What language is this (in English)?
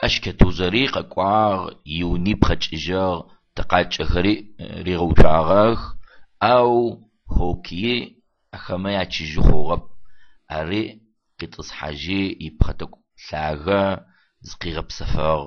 Adyghe